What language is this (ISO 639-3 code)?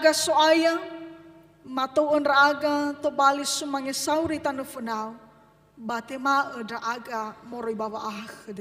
nia